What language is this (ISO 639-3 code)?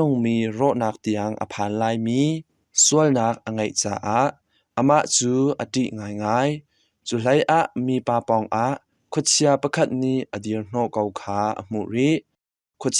cnh